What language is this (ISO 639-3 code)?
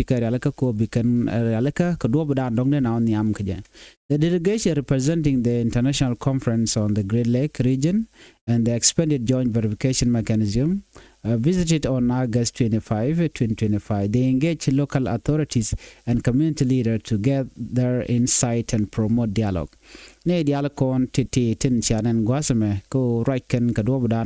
nus